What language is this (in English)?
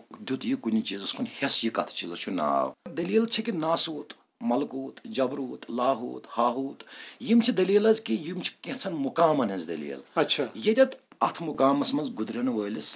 Kashmiri